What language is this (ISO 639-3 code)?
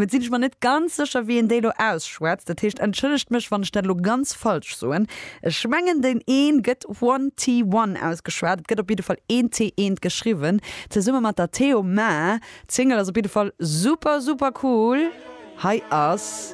ltz